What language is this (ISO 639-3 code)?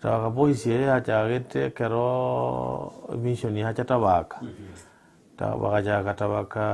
guz